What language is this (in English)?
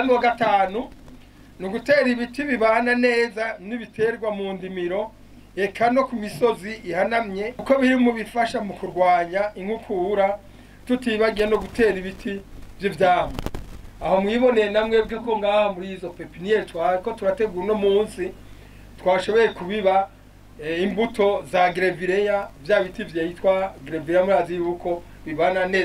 Rundi